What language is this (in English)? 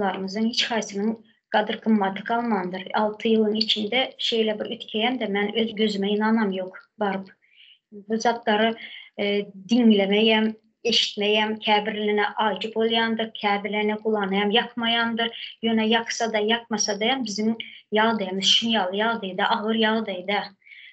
Turkmen